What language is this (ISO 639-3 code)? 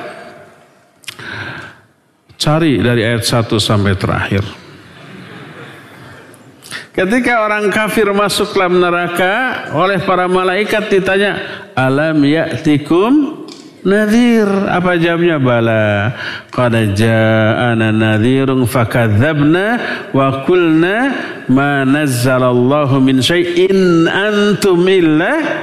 ind